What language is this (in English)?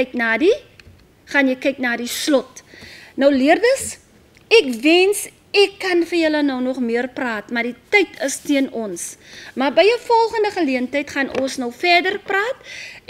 Afrikaans